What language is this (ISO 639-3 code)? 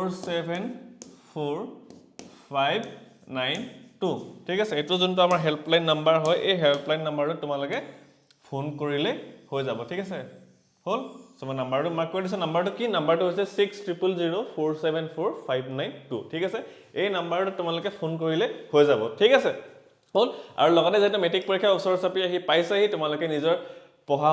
asm